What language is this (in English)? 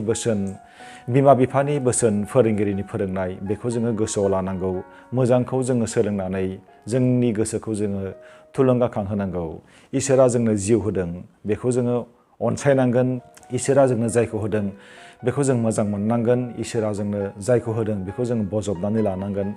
Bodo